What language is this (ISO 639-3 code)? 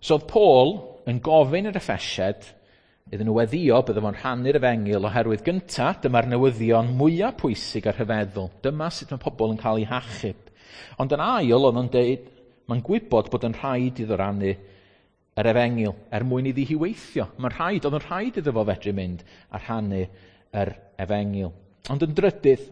cym